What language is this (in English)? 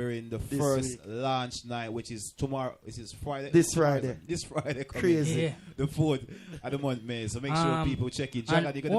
Jamaican Creole English